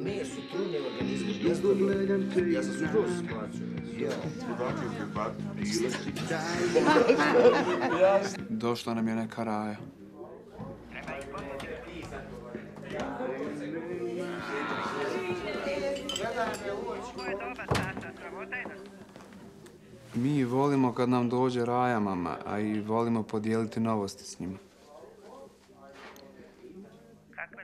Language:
Croatian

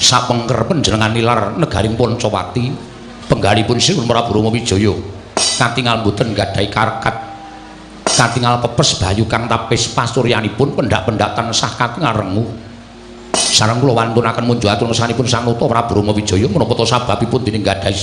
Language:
Javanese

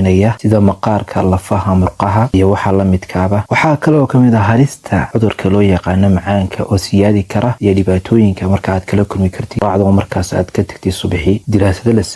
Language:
Somali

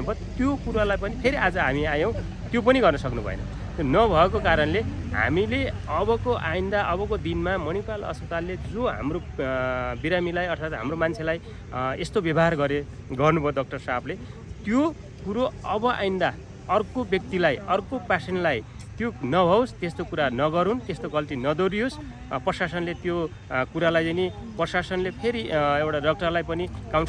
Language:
Nepali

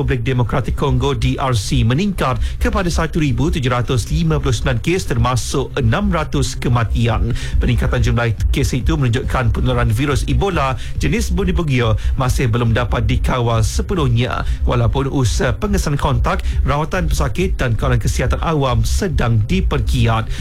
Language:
Malay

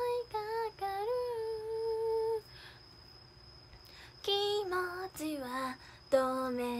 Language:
Japanese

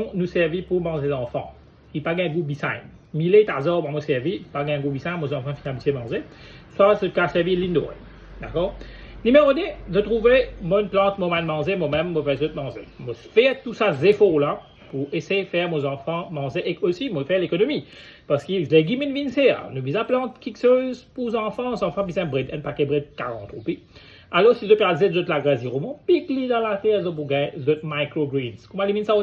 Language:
Morisyen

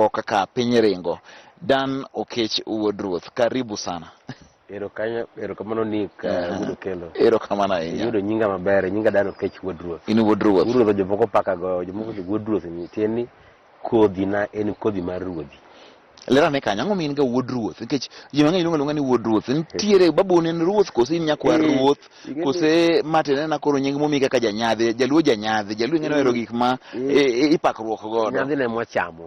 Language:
Luo (Kenya and Tanzania)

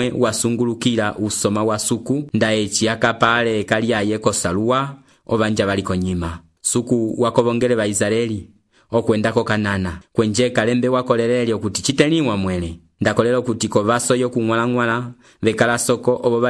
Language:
Umbundu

